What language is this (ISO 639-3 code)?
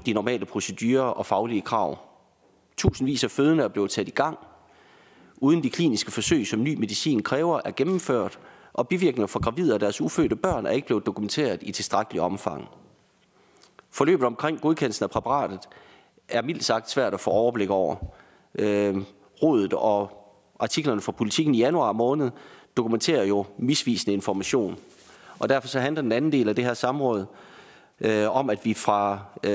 dan